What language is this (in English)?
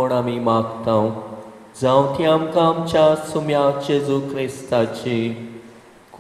Konkani